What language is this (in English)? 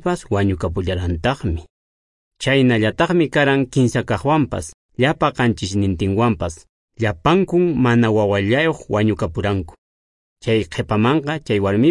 Quechua